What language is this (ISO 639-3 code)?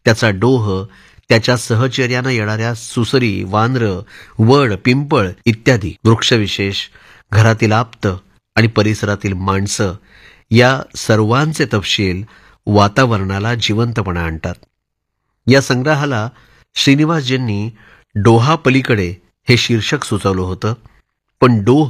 mar